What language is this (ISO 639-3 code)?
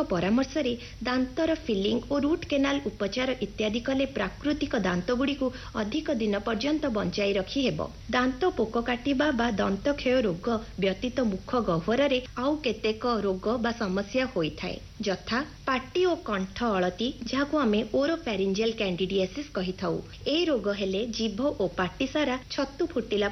ori